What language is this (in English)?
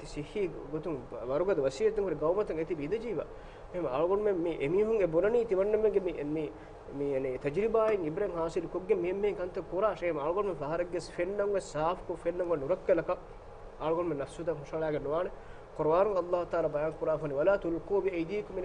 Divehi